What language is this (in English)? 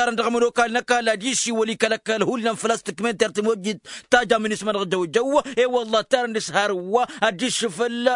Tamasheq